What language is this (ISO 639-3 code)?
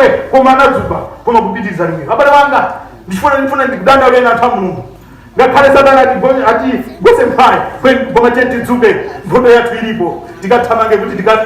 nya